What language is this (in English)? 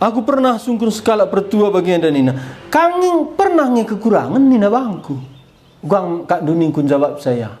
Batak Karo